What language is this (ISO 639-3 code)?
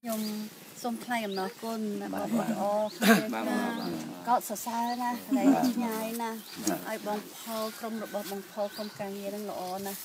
khm